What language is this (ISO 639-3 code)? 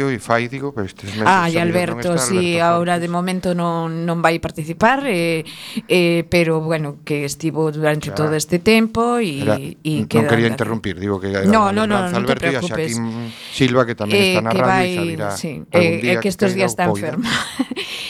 glg